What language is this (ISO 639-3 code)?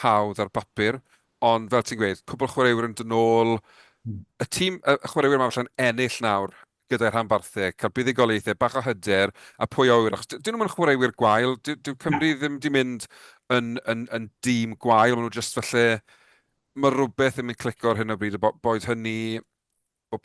cym